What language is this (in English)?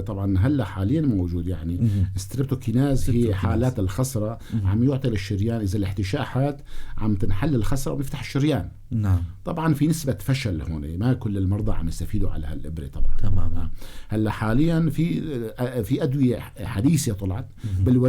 North Levantine Arabic